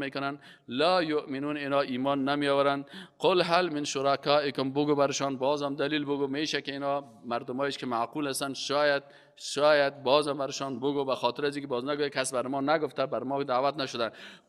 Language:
Persian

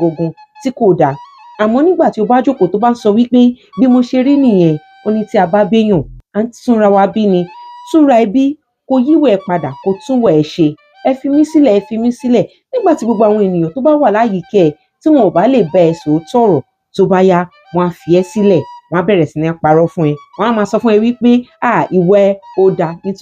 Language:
Yoruba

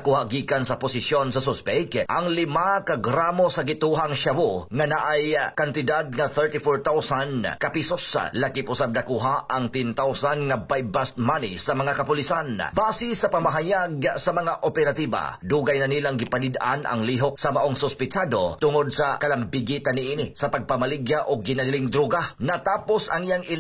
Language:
Cebuano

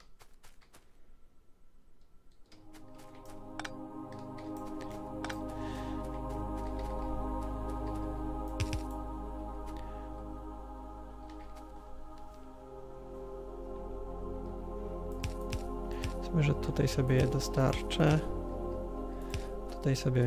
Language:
Polish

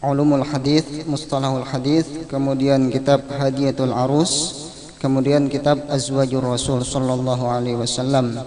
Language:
Banjar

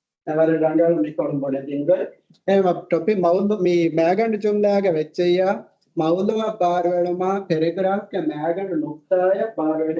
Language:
Divehi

